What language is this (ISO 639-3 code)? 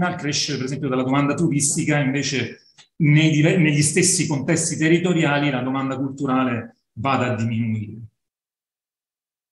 ita